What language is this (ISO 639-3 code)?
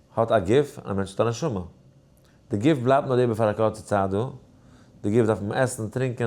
yid